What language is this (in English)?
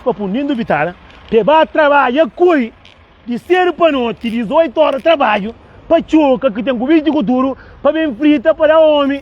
Kabuverdianu